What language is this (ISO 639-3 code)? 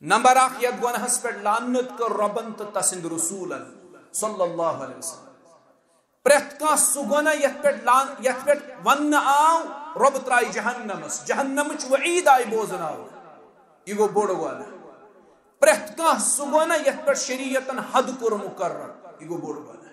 kas